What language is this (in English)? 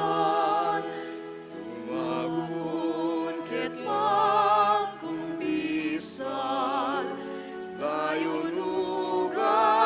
Pampanga